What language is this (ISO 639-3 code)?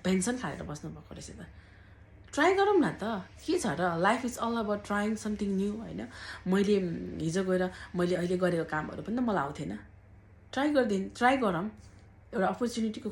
nep